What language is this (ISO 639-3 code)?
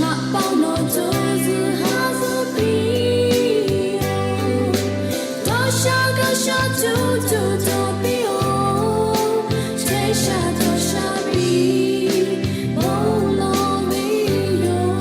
lhu